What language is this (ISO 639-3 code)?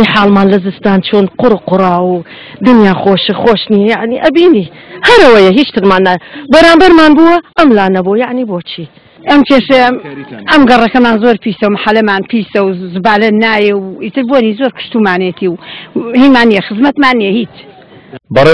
ckb